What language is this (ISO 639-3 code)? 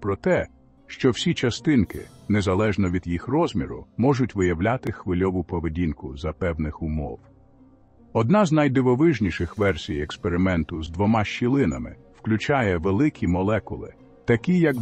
ukr